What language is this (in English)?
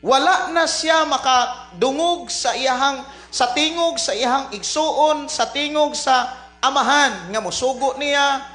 Cebuano